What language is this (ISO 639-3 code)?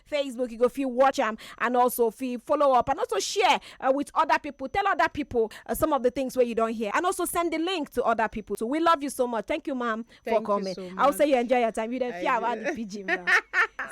pcm